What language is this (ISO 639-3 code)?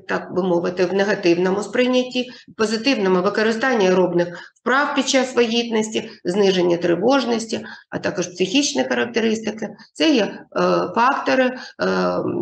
ukr